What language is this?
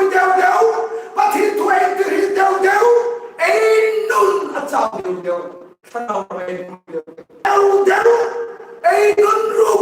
Hmar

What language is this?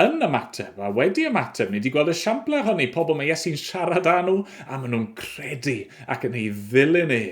Welsh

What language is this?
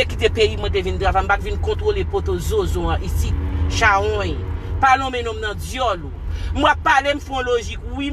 Haitian Creole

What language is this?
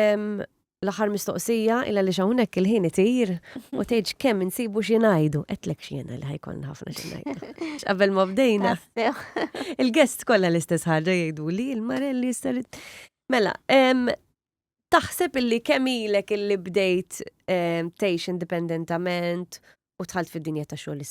Maltese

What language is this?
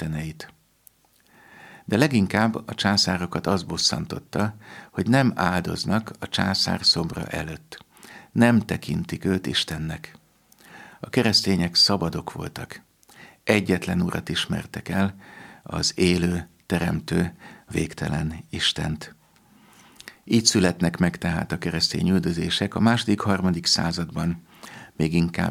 Hungarian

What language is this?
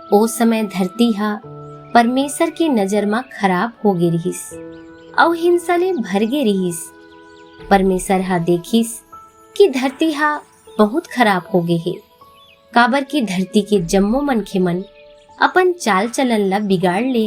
Chhattisgarhi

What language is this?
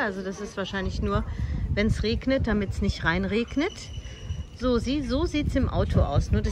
German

